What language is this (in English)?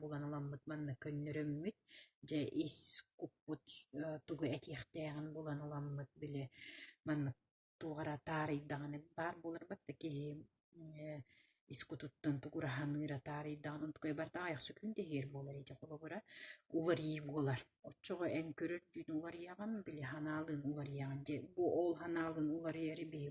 Yakut